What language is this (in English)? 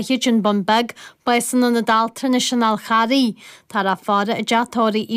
Irish